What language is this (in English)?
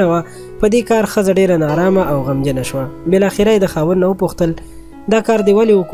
Pashto